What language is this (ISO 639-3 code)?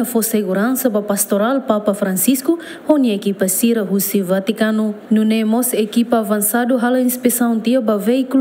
tet